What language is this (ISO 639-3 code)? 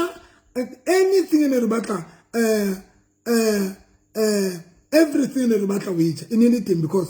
sot